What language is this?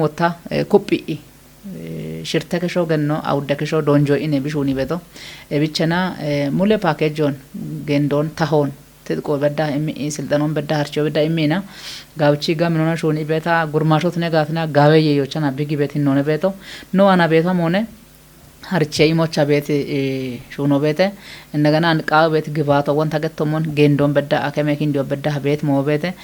Kafa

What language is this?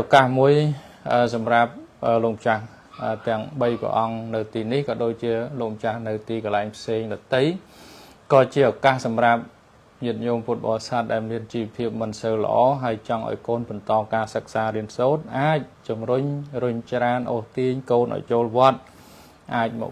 Khmer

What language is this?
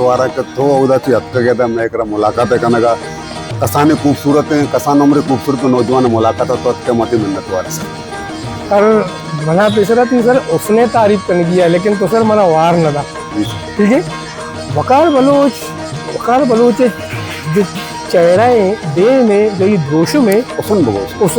Baluchi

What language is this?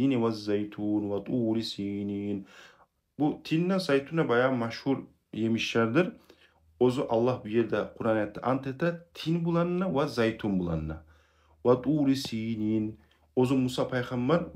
Kumyk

